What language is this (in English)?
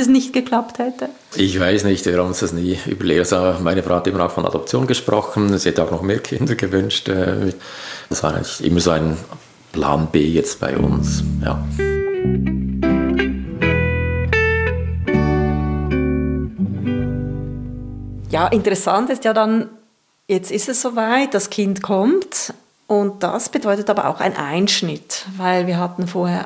German